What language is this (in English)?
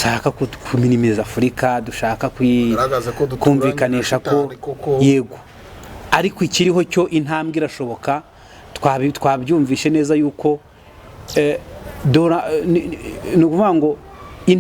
Kinyarwanda